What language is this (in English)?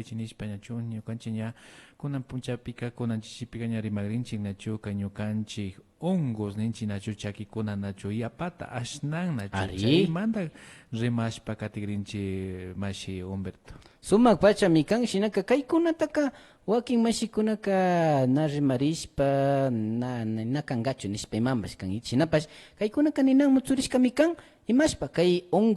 Imbabura Highland Quichua